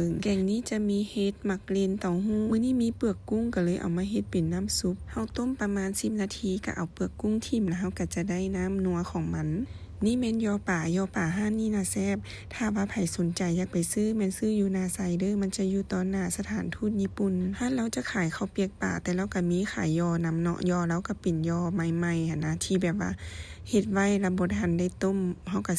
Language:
Lao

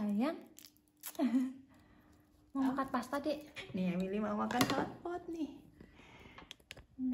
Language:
Indonesian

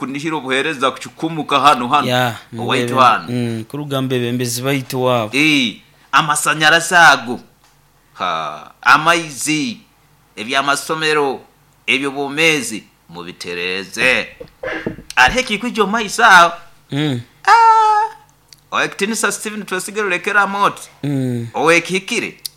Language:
Nyoro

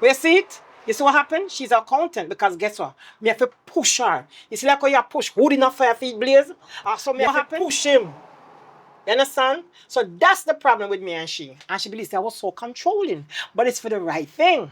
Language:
Jamaican Creole English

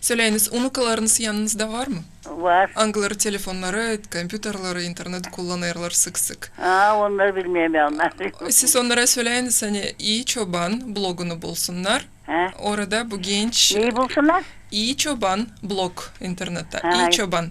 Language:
Gagauz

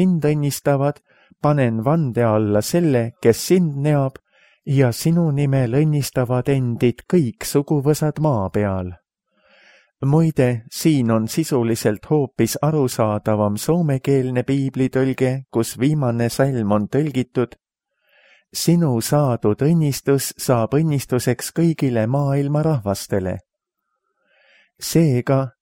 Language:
Estonian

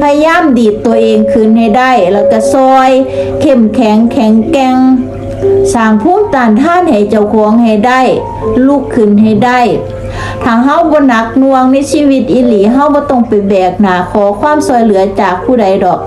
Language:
Northeastern Thai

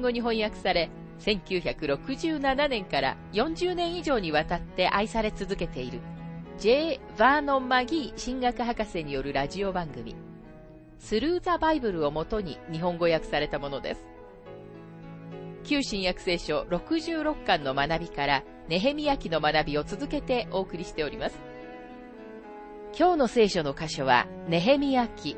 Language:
Japanese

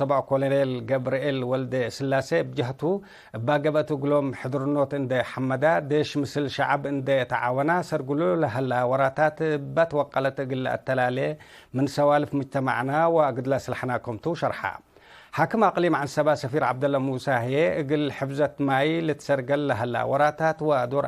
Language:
Tigre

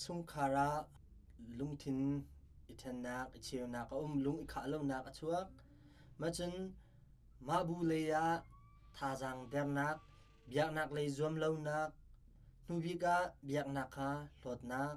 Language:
Hakha Chin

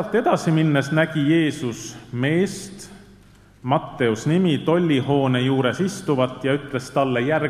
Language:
Estonian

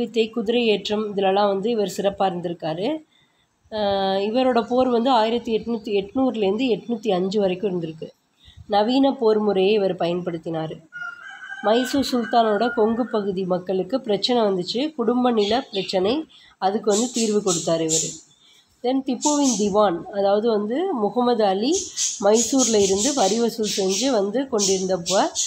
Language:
Tamil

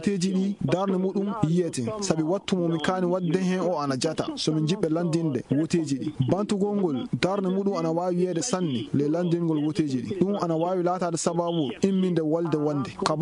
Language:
Maasina Fulfulde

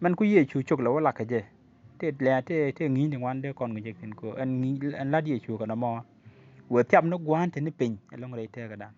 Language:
Nuer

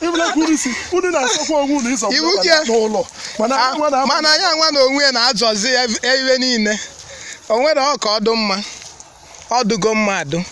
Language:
Igbo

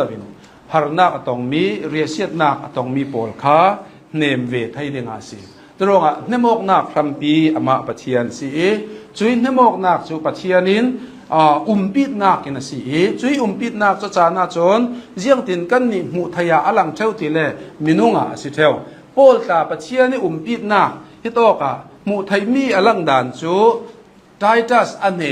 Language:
Hakha Chin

